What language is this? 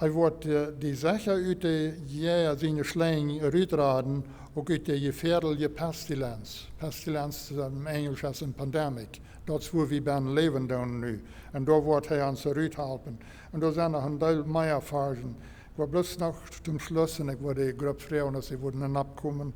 Plautdietsch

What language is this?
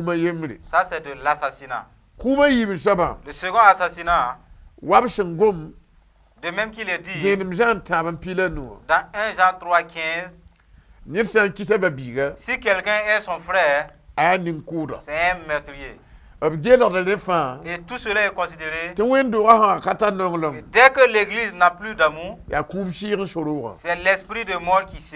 Mossi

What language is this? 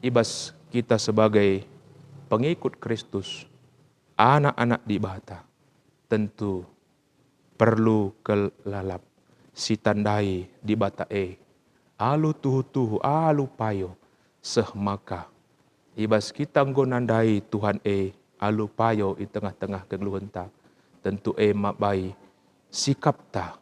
Batak Karo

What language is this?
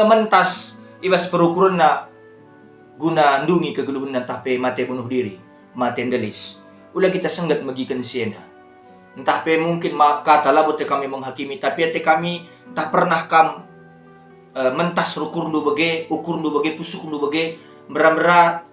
Batak Karo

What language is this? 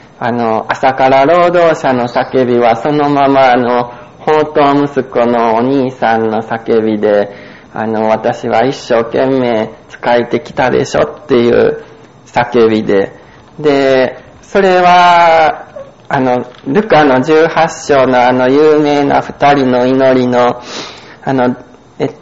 Japanese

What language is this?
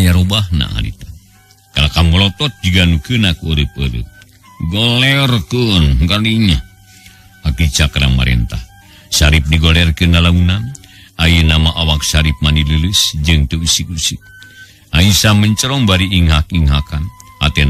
Sundanese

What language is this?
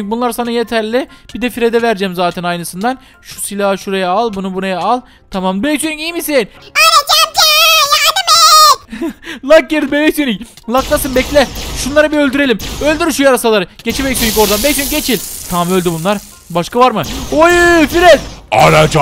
Turkish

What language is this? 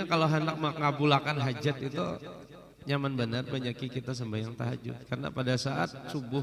Banjar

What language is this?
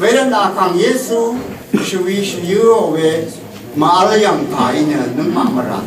Rawang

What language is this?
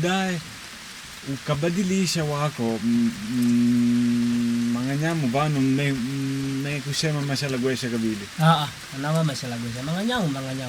Makonde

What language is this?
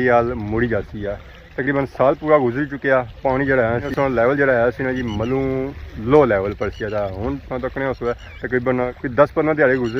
Pahari-Potwari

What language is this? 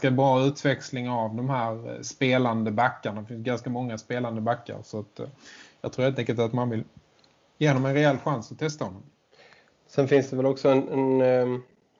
Swedish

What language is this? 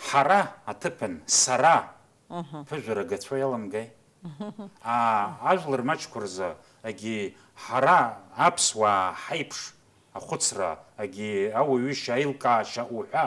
Abkhazian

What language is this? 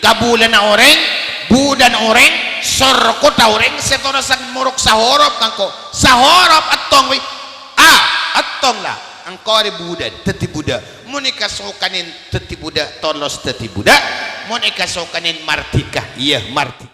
Madurese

